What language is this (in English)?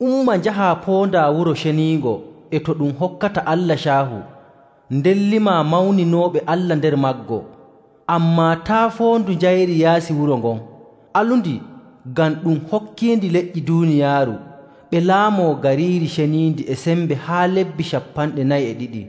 Nigerian Fulfulde